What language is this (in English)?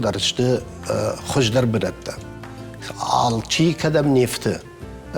Ossetic